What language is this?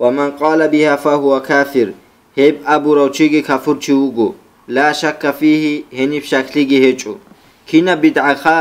Avaric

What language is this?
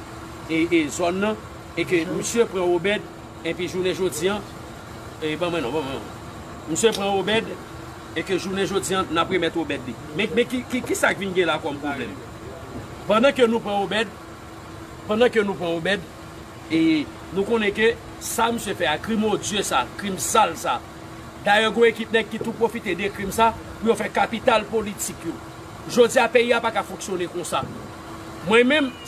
Haitian Creole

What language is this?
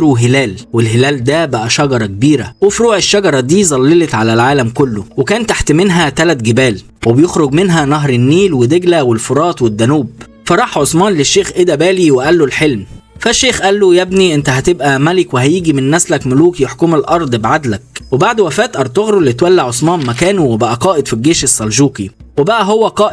Egyptian Arabic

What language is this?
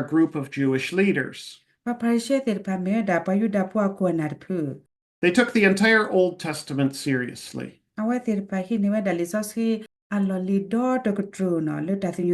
S'gaw Karen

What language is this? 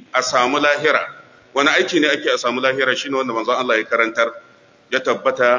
Hausa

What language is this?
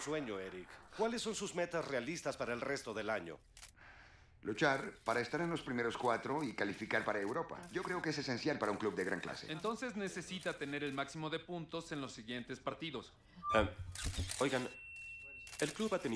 Spanish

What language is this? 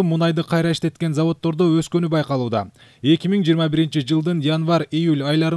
Kyrgyz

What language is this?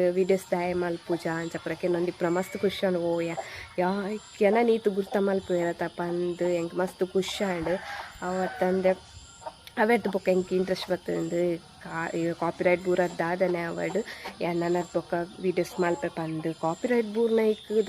Tulu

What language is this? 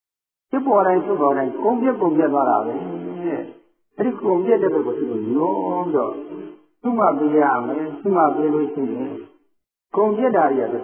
Burmese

